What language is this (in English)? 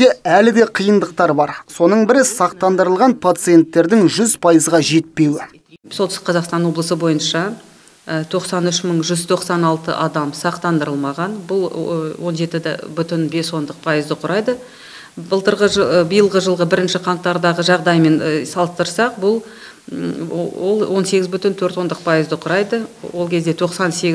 Kazakh